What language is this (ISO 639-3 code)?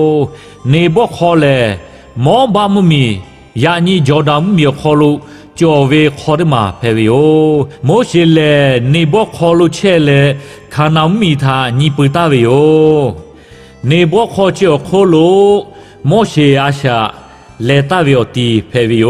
lhu